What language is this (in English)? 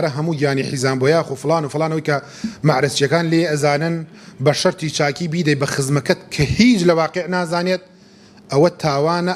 Central Kurdish